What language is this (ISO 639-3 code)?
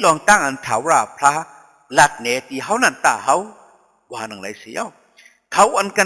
shn